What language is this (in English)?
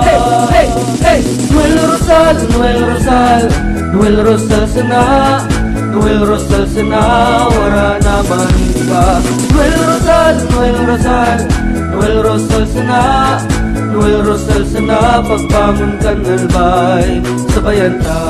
Bikol